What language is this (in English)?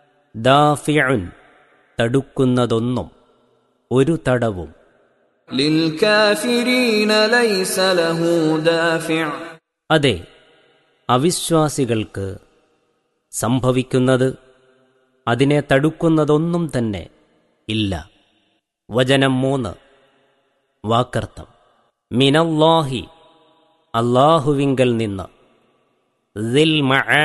Malayalam